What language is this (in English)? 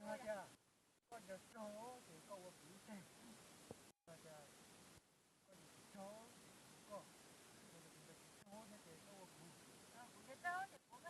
Hmong